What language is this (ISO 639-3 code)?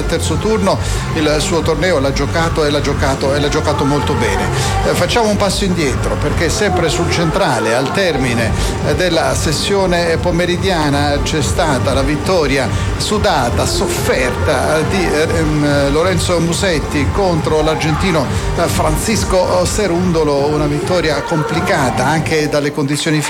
ita